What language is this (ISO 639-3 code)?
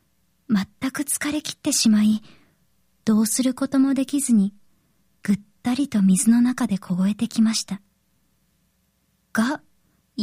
jpn